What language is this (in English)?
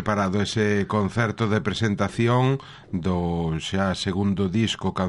Galician